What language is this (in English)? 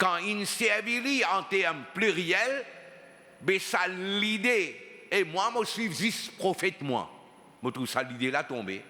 Morisyen